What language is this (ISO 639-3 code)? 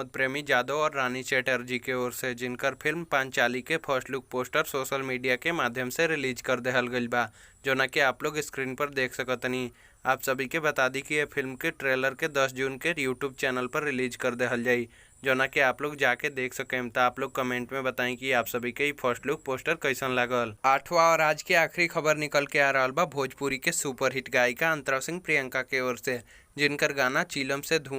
bho